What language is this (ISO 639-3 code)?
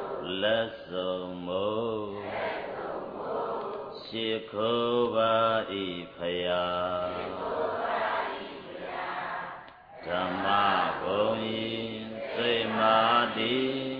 mya